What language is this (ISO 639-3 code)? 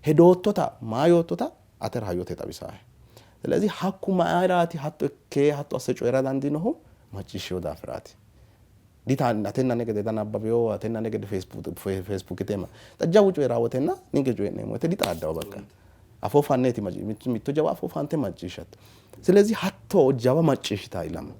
sid